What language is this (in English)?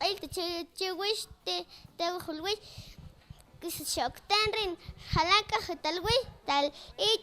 Mam